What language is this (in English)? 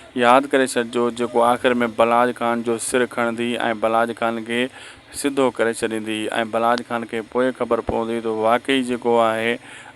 Sindhi